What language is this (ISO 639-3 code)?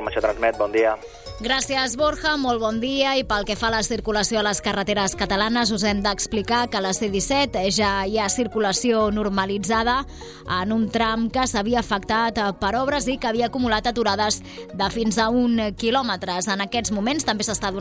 cat